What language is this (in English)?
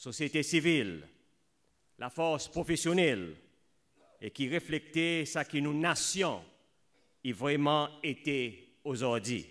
Seselwa Creole French